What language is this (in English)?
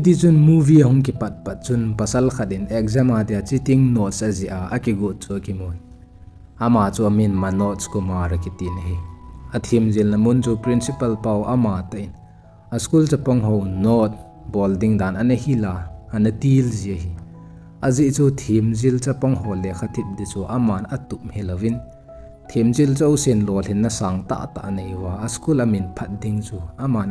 Thado Chin